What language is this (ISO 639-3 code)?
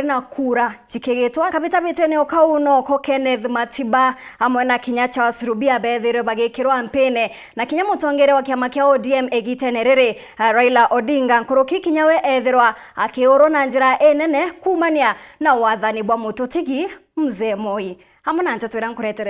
mer